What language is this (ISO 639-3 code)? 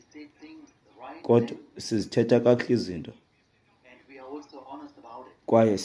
xho